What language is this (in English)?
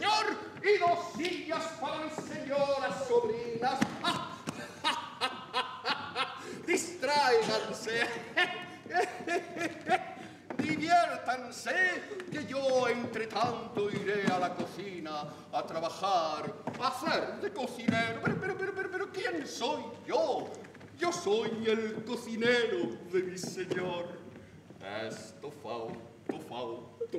Spanish